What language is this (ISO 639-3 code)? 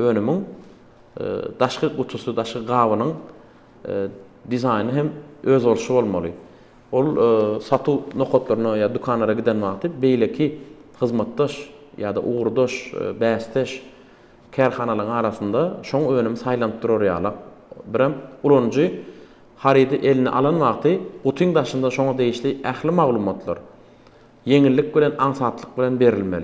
tuk